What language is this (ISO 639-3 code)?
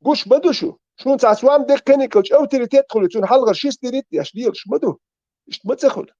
che